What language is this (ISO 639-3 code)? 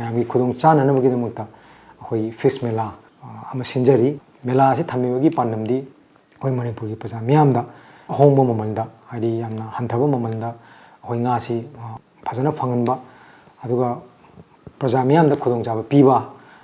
mni